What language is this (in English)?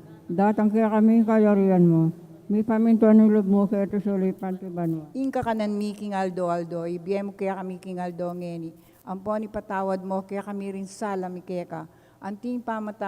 Pampanga